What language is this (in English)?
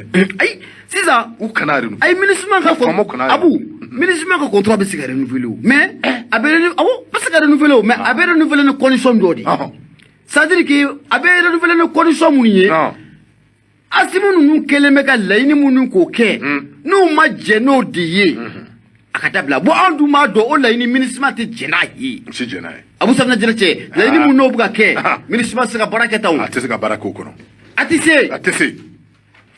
Bambara